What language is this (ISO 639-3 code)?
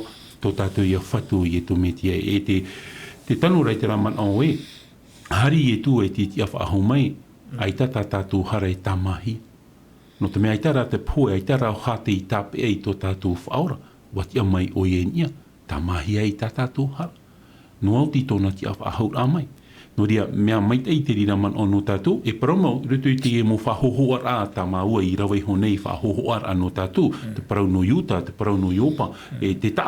tah